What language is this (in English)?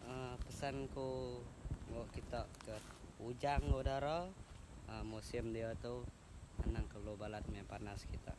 Iban